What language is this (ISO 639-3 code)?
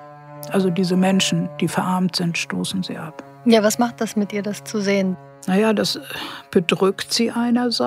deu